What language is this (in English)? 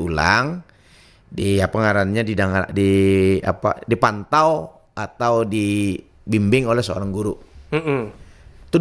Banjar